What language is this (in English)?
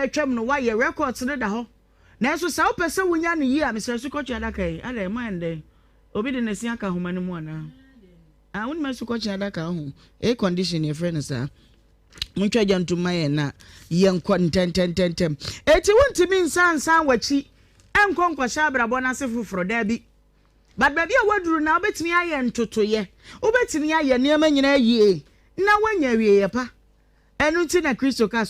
Akan